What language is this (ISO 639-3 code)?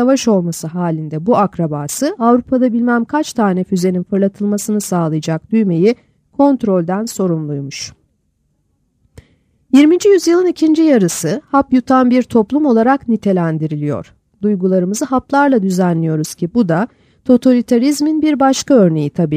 tur